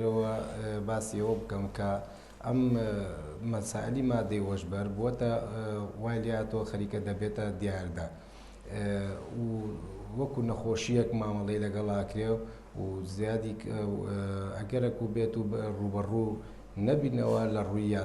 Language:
Central Kurdish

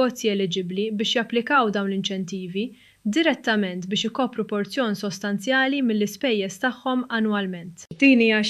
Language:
Maltese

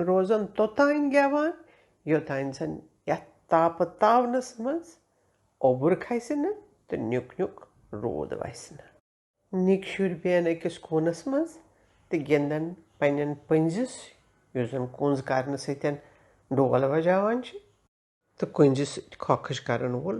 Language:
Kashmiri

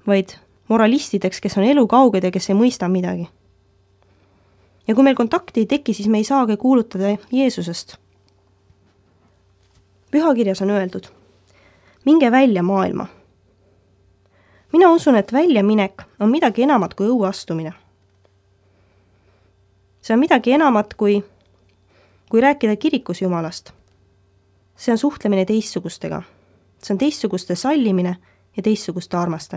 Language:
Estonian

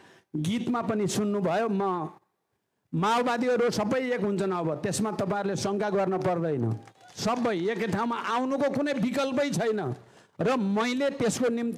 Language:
Nepali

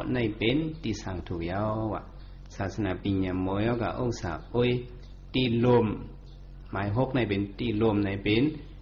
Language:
Shan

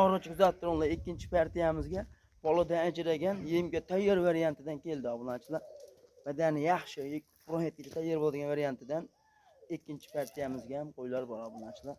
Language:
Uzbek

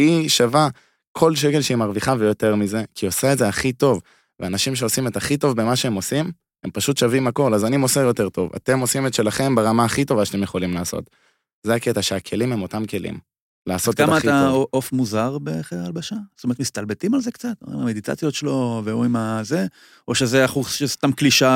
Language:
Hebrew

